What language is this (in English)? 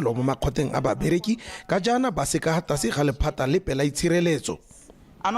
Tswana